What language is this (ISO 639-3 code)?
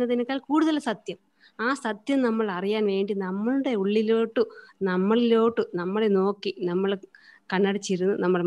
mal